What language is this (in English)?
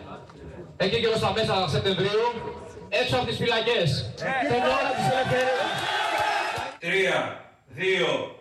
Greek